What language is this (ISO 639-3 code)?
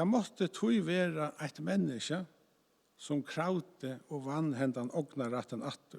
fao